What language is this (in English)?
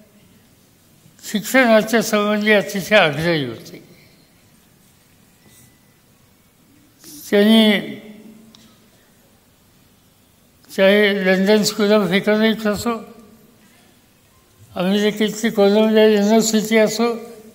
Marathi